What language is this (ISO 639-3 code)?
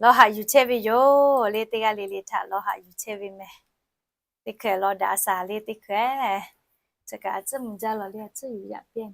lhu